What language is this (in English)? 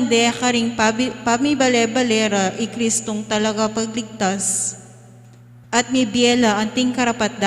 Pampanga